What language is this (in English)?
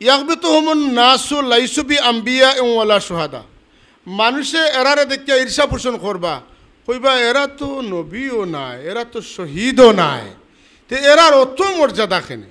Sylheti